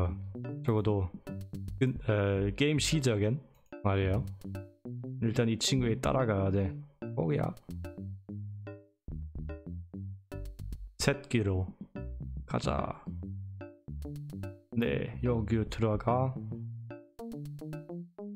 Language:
Korean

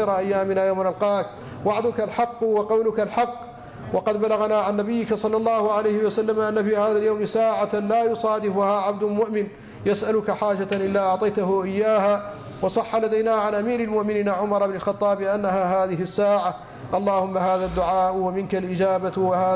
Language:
Arabic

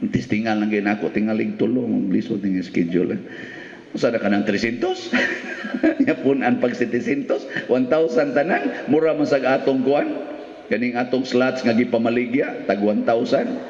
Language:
Cebuano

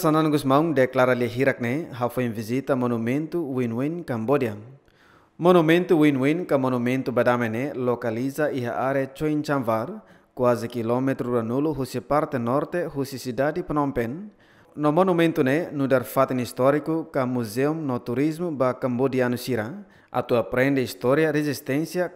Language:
Tetum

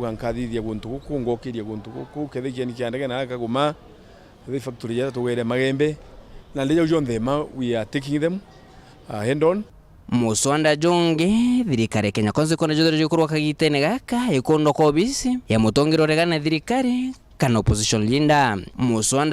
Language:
Meru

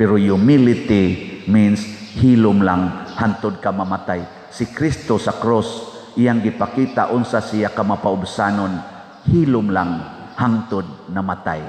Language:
Cebuano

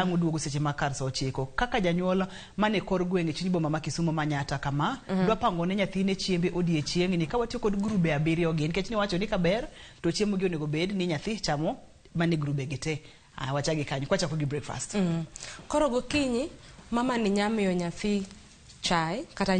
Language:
Luo (Kenya and Tanzania)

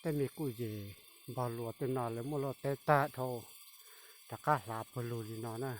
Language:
Hmong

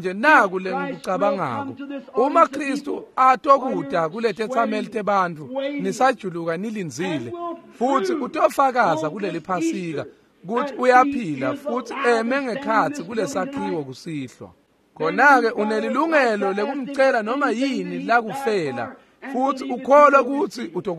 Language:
Swati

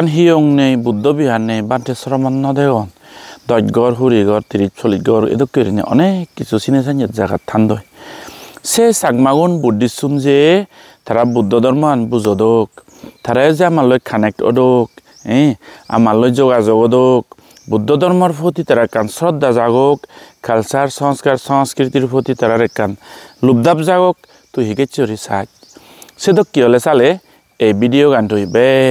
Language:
Chakma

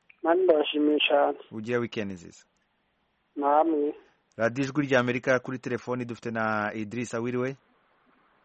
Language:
Kinyarwanda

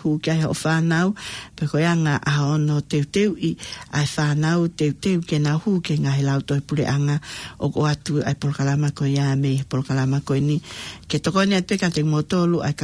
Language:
Tongan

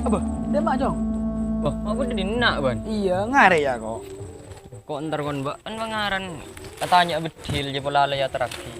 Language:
Madurese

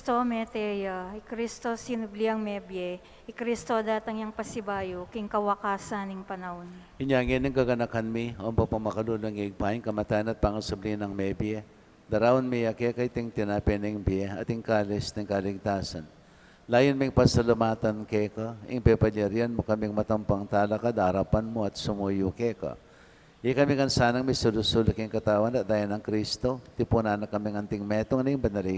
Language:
Pampanga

